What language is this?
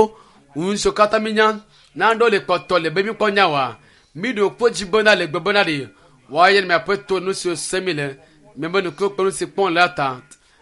Ewe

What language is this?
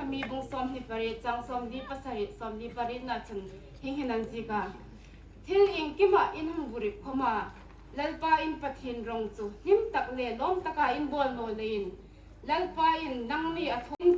Hmar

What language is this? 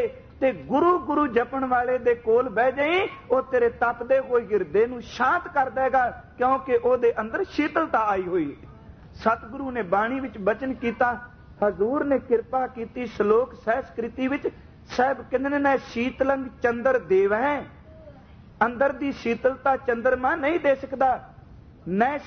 Punjabi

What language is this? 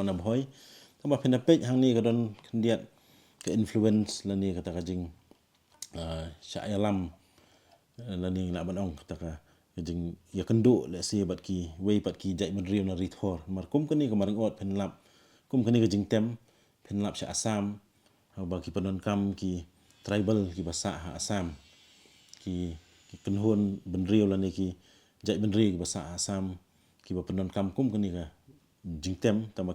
Khasi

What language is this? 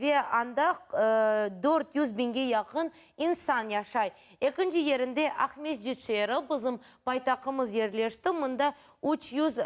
Crimean Tatar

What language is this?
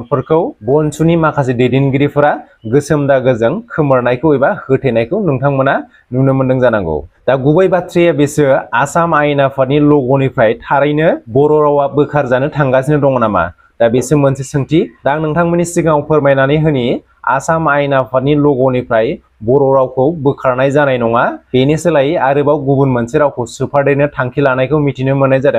Bodo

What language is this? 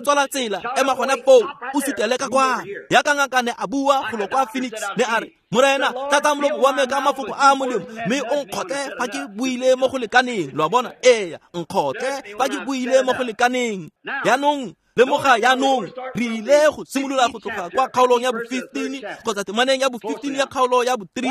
Tswana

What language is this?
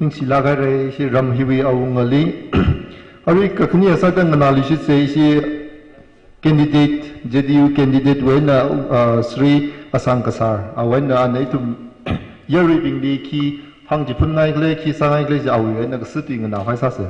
Tangkhul Naga (India)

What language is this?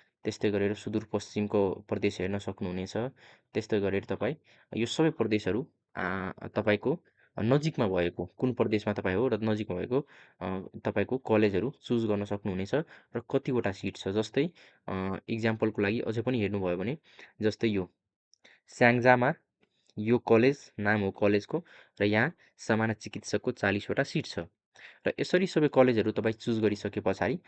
Nepali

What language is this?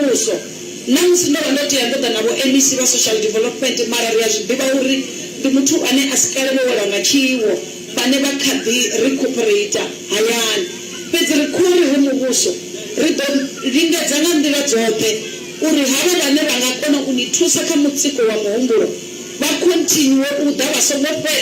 Venda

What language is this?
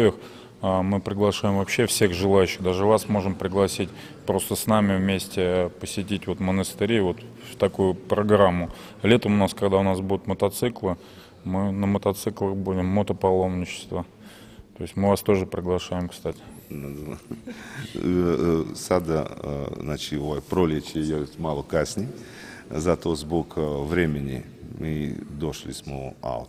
Serbian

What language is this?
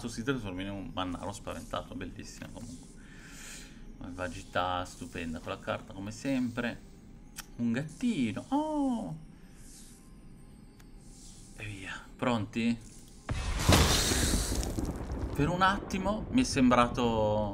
Italian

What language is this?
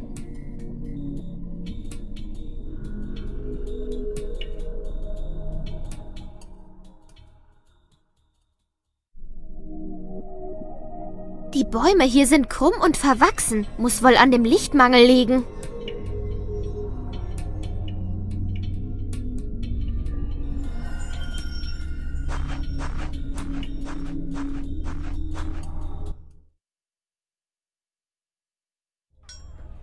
German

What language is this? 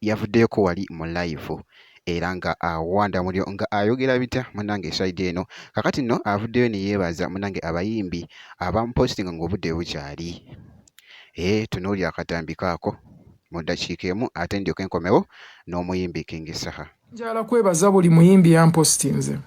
Ganda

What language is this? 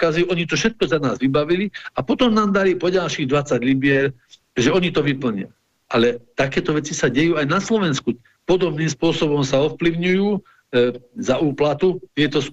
Slovak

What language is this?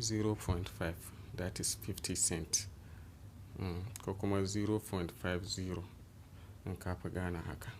Hausa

